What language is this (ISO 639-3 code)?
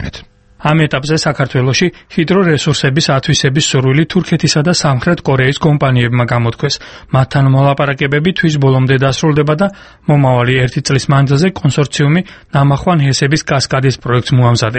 kat